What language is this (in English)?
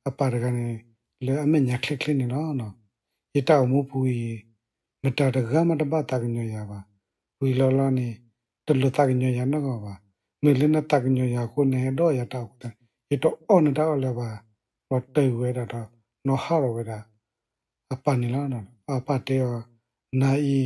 S'gaw Karen